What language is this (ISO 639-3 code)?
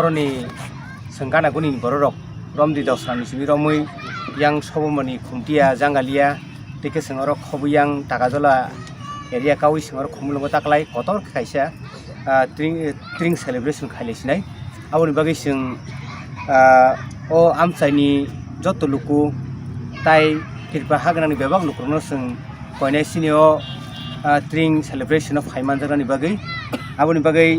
trp